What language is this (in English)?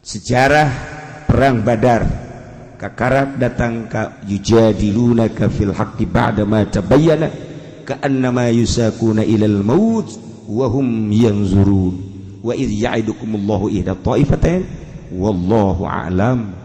Sundanese